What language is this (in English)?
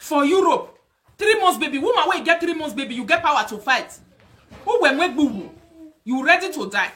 Nigerian Pidgin